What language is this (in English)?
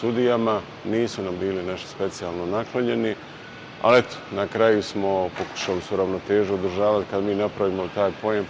Bosnian